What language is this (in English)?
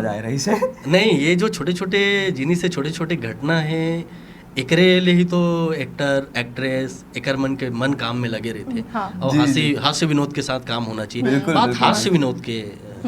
Chhattisgarhi